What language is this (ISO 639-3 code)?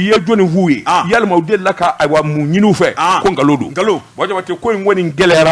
bam